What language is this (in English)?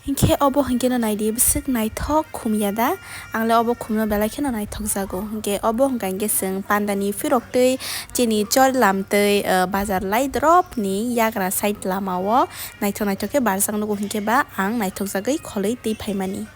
Kok Borok